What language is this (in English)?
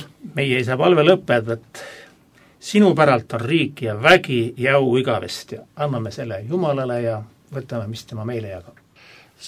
Estonian